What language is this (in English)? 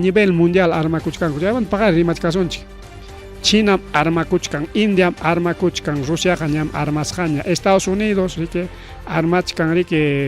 Ayacucho Quechua